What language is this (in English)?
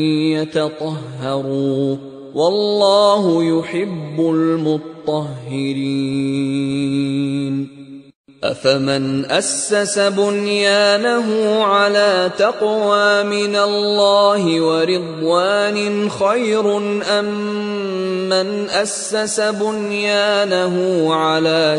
Arabic